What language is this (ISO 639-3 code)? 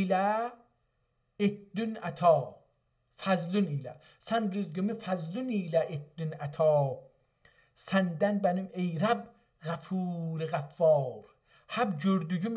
azb